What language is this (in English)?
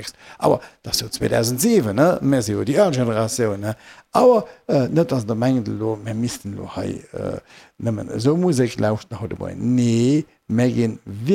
Luxembourgish